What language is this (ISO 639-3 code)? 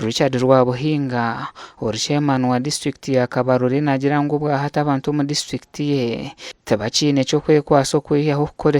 nyn